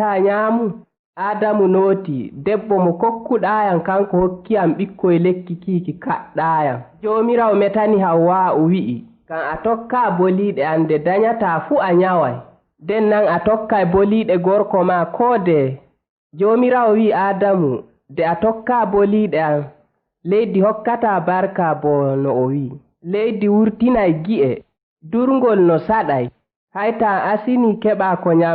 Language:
Fula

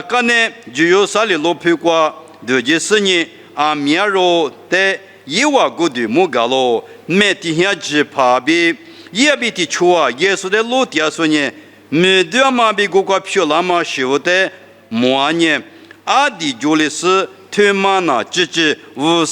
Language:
Lisu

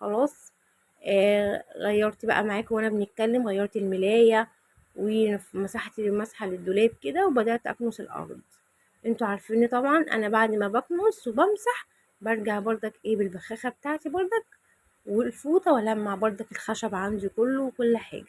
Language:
Egyptian Arabic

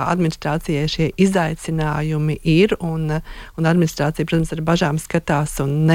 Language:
Latvian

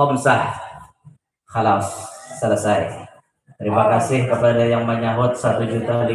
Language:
Banjar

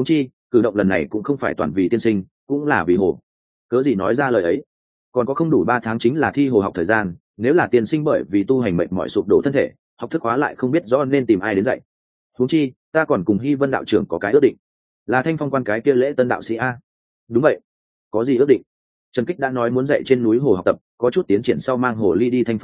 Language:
Vietnamese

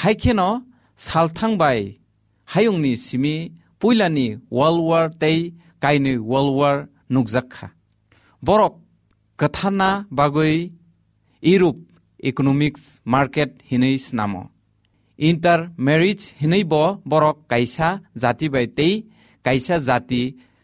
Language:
Kok Borok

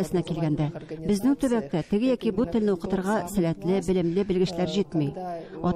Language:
Tatar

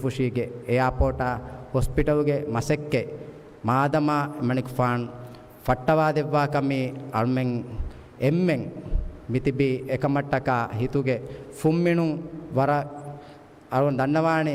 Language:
Divehi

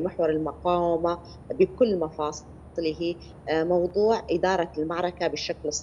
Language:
Arabic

